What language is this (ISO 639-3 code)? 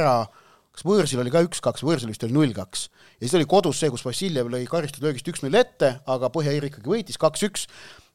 est